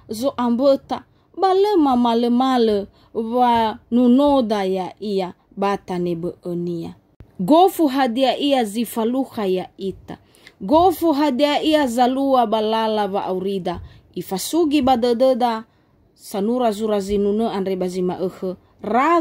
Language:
Nias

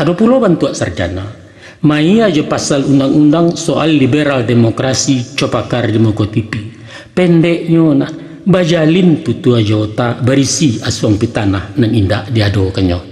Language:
Minangkabau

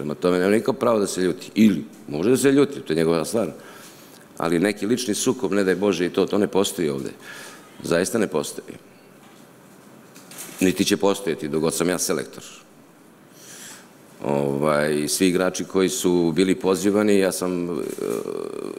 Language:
Serbian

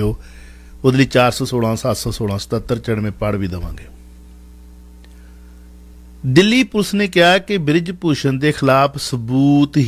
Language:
Punjabi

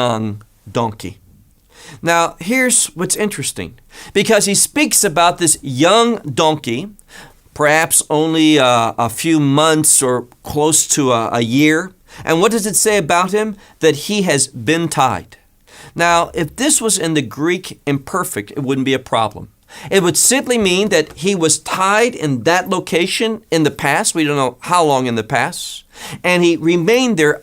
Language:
English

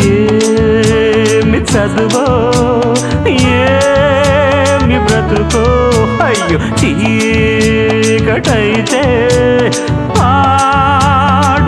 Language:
Telugu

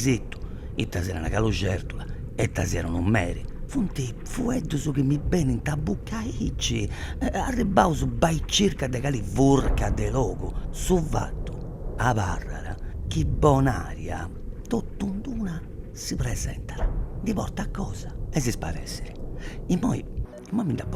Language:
Sardinian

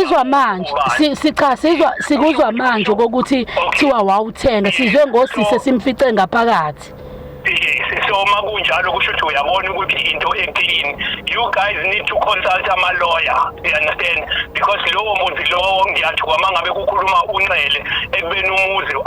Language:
Zulu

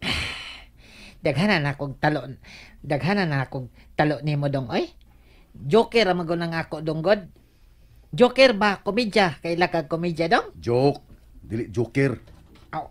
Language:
Cebuano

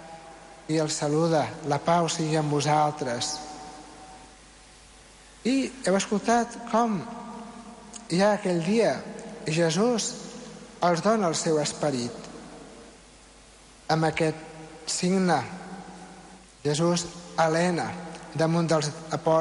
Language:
Catalan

